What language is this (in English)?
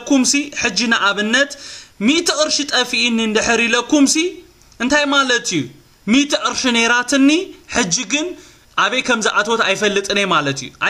Tigrinya